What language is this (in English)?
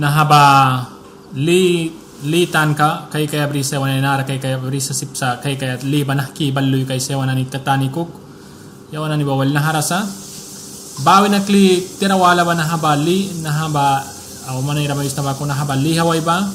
Mískito